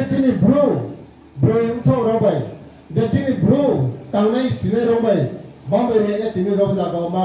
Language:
Riang (India)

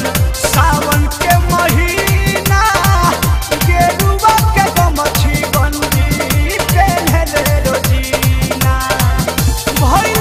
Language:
Bhojpuri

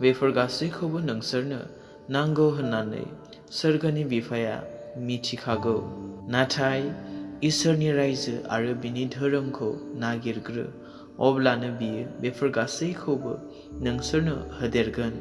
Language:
Bodo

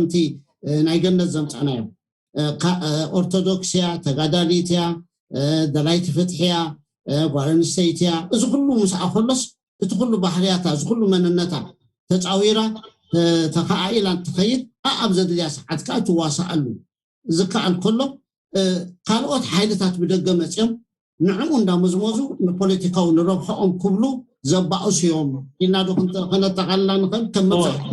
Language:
Tigrinya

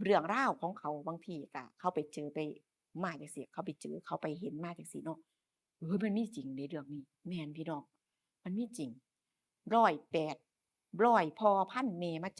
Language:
Northeastern Thai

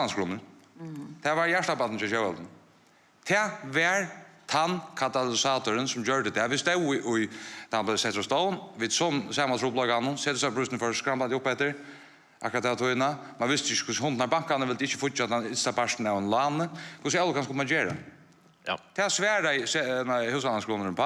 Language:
Faroese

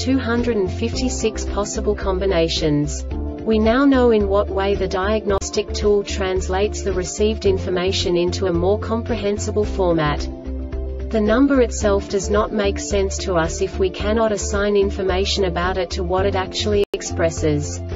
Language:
English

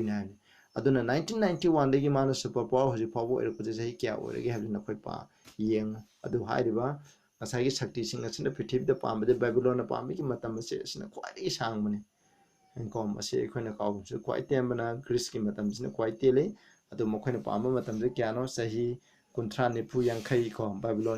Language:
Manipuri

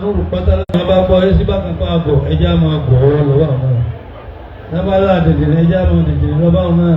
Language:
Yoruba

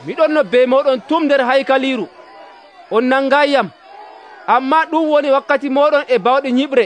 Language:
Nigerian Fulfulde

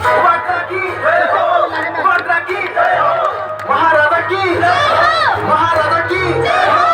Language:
Kok Borok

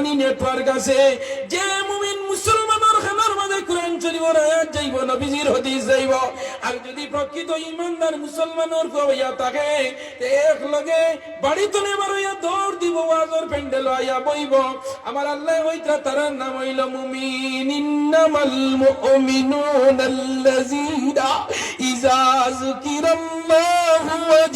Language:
Sylheti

